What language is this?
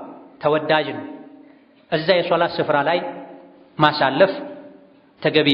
Amharic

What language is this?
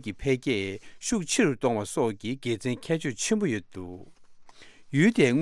Tibetan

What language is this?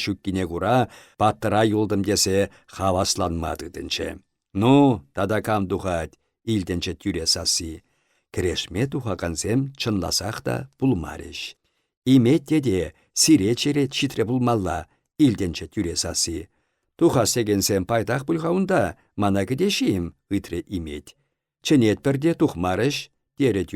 Chuvash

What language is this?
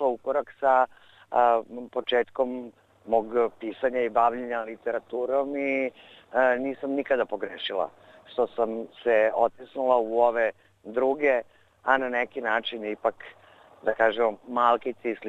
Serbian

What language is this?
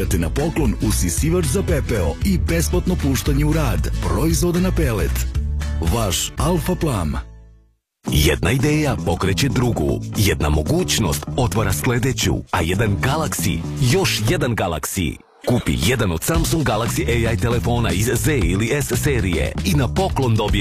Serbian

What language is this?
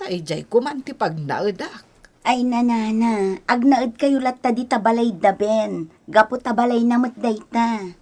Iloko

